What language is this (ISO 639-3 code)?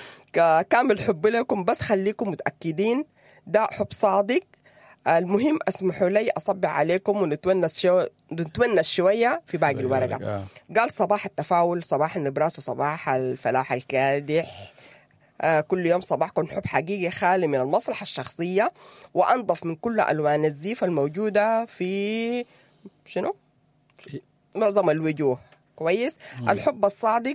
apd